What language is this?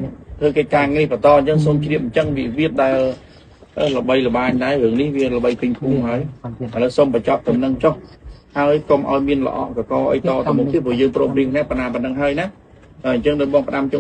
Khmer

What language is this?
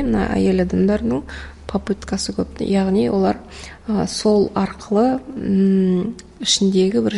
Kazakh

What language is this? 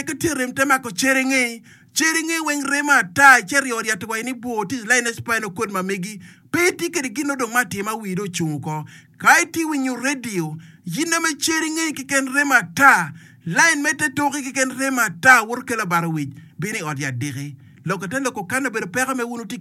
Acoli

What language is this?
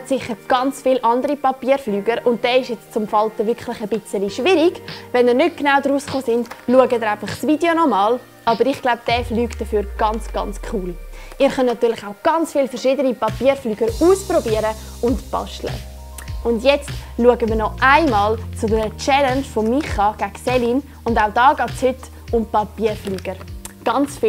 Swiss German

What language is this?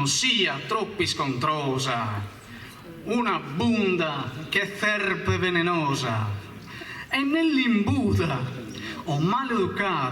Sardinian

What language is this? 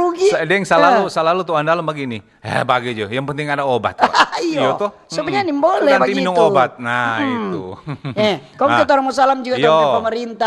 Manado Malay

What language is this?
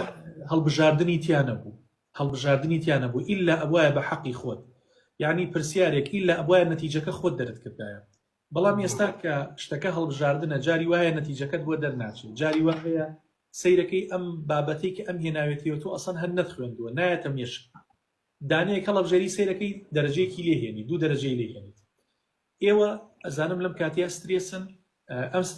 Central Kurdish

